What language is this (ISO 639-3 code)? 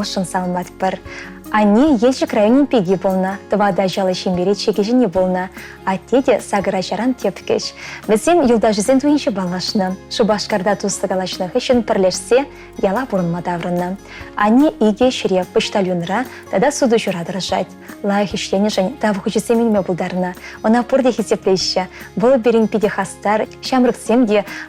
chv